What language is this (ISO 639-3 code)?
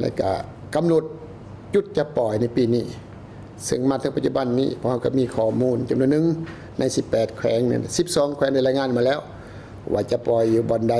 lao